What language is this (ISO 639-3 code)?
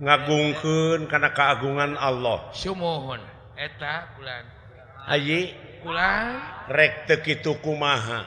sun